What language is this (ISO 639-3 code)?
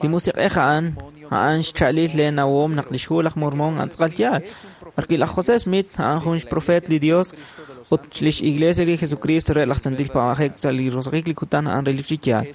kek